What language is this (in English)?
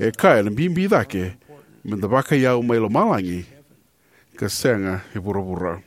Fijian